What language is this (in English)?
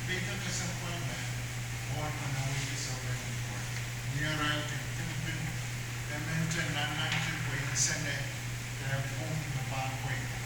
Pohnpeian